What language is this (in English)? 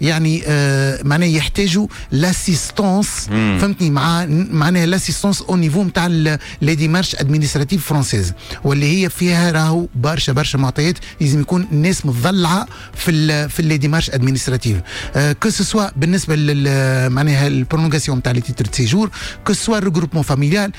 Tunisian Arabic